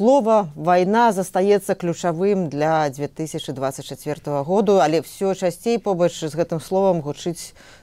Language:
Belarusian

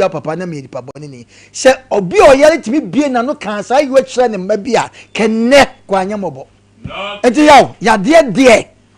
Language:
Akan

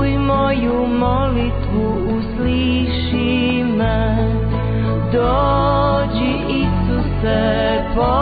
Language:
Croatian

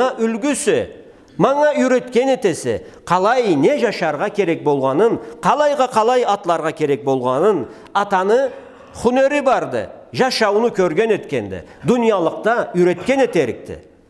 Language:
Karachay-Balkar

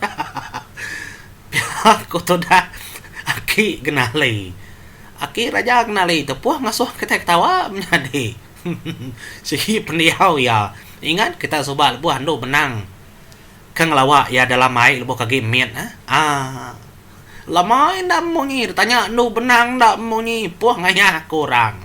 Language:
Iban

